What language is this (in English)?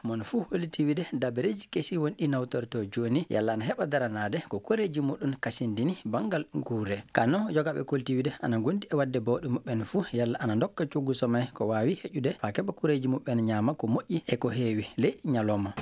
Fula